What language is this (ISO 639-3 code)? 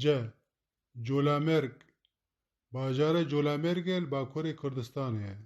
kur